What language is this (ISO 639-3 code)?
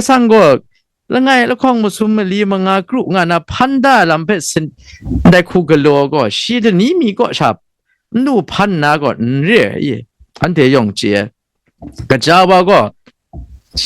kac